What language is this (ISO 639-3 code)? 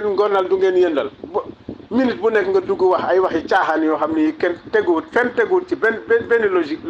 wol